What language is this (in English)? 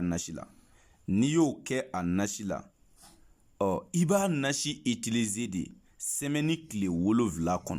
Bambara